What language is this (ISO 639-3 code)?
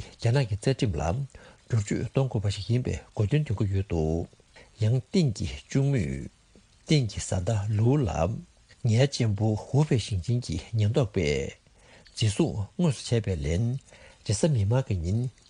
bod